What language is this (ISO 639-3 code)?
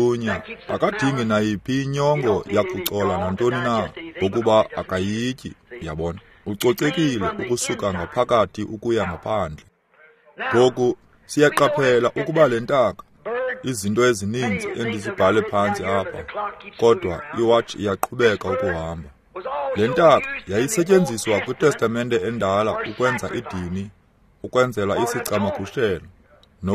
xho